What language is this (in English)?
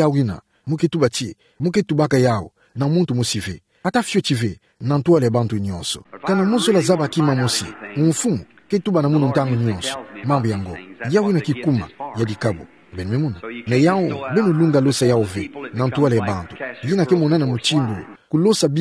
Kituba (Democratic Republic of Congo)